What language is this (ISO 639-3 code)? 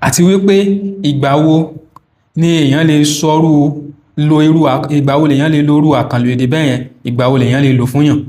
yor